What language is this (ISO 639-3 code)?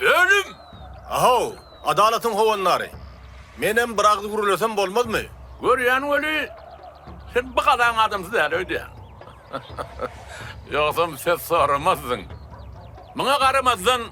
tuk